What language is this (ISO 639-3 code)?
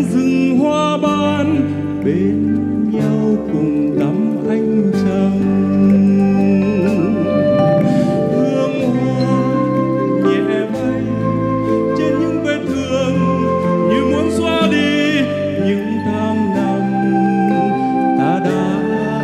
vie